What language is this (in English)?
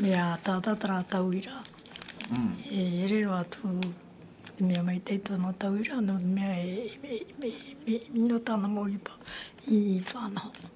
Tahitian